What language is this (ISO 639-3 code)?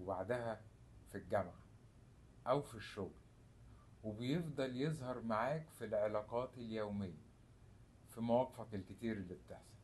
arz